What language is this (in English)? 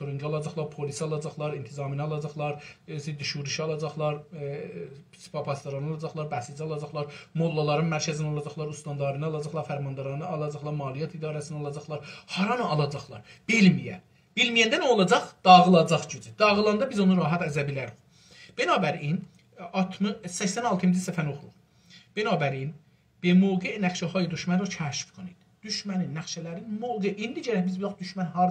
South Azerbaijani